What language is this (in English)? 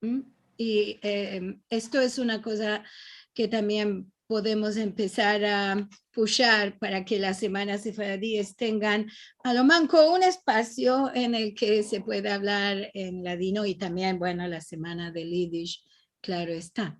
Ladino